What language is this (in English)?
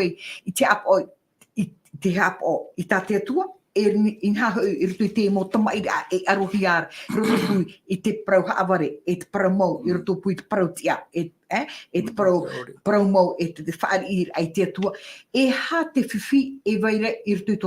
Tahitian